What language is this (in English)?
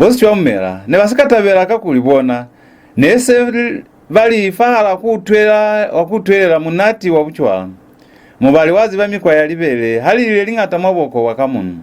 Lozi